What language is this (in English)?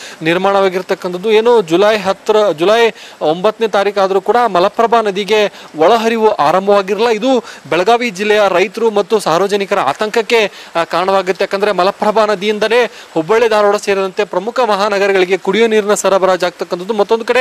Kannada